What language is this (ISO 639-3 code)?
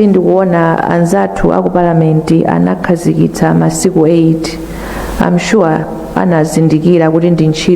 nya